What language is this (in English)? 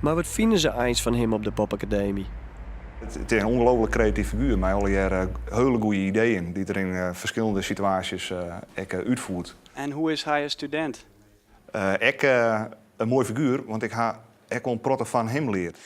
Western Frisian